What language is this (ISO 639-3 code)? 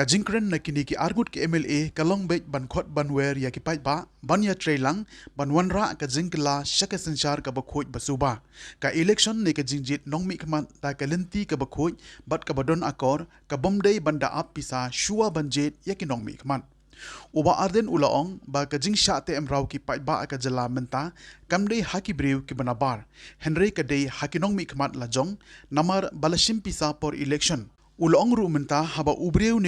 kha